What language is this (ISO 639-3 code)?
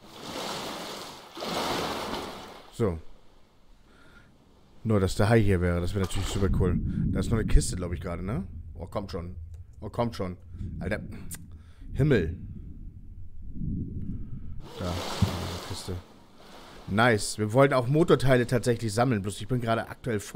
deu